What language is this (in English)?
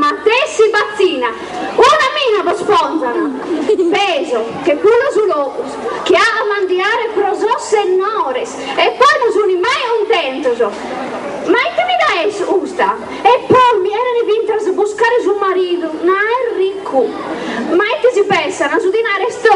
Sardinian